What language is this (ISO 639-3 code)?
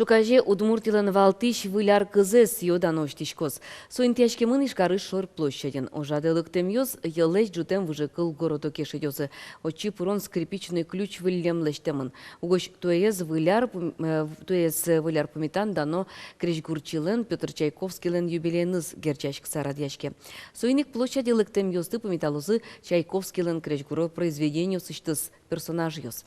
udm